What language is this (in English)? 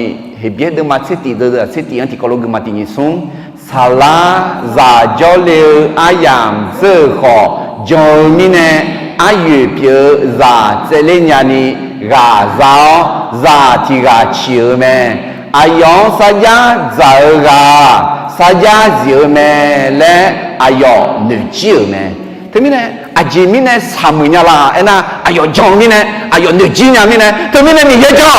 Akha